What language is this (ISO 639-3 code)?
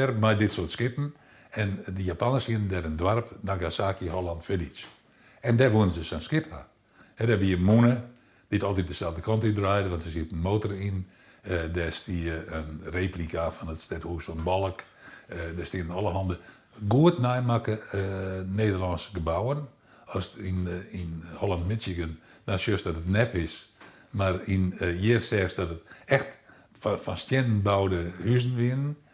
fry